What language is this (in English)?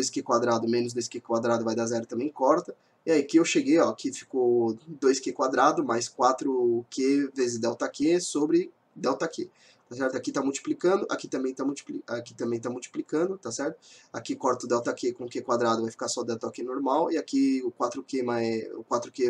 Portuguese